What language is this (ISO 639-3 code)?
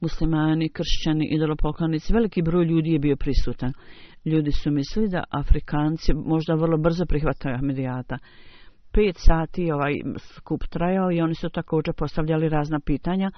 bos